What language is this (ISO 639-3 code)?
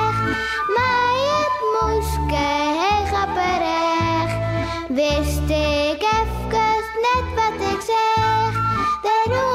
fry